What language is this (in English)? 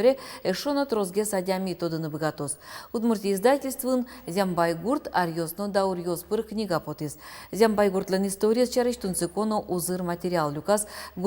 Udmurt